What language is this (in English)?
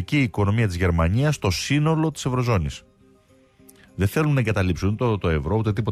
Greek